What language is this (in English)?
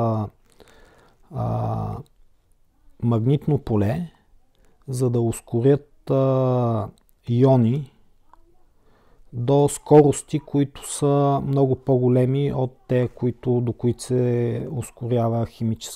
Bulgarian